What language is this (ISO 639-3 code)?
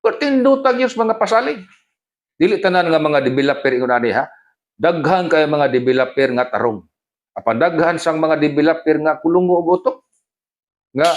ceb